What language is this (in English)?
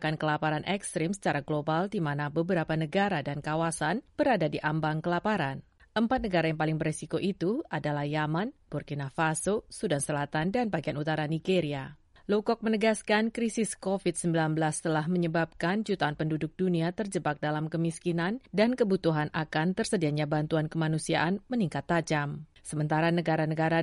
Indonesian